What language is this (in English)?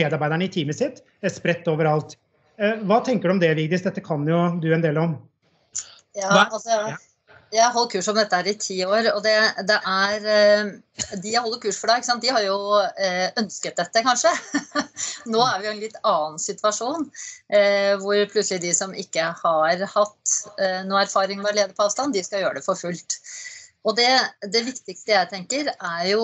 Norwegian